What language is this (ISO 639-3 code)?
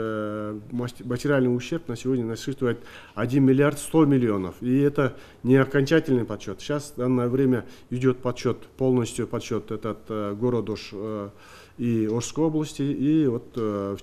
rus